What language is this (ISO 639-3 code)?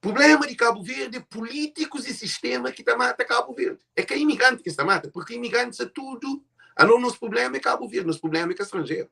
kea